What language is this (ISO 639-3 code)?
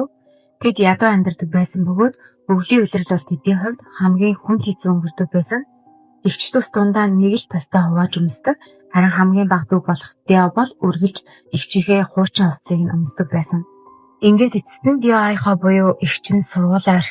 mon